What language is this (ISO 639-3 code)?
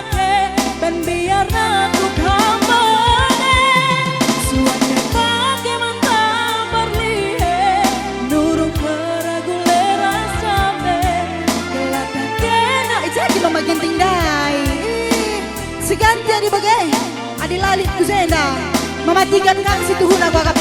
btx